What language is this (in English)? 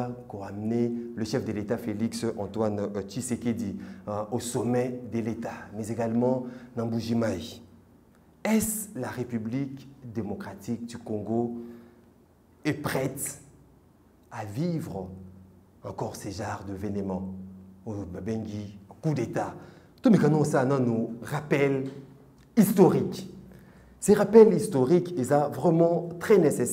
French